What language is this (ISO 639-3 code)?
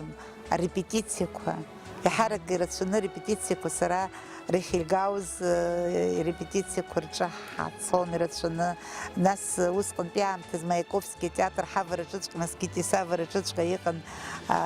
abk